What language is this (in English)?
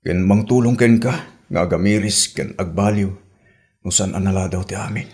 Iloko